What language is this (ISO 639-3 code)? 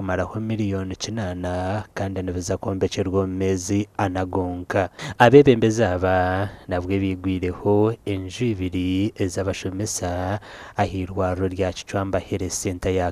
nyn